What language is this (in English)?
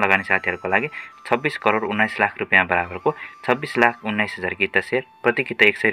Nepali